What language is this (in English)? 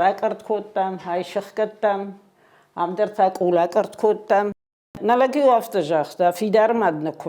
Ossetic